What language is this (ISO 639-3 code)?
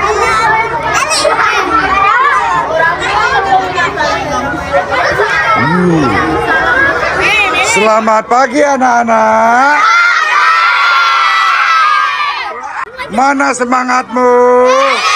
ind